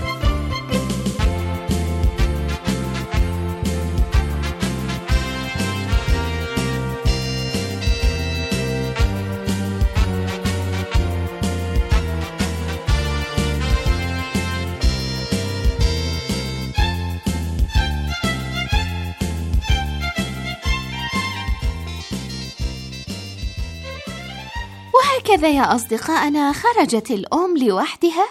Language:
Arabic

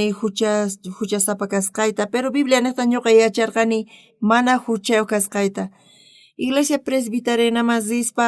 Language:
South Bolivian Quechua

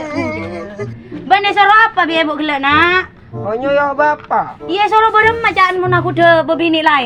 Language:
Madurese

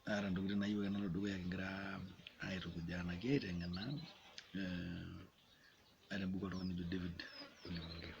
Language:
Masai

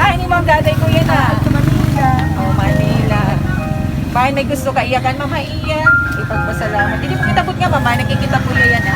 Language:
Waray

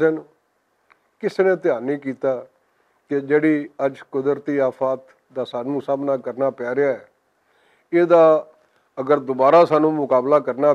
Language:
Western Panjabi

